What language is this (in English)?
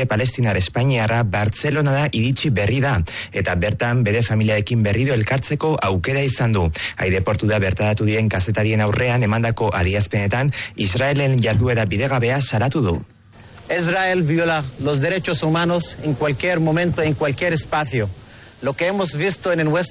Basque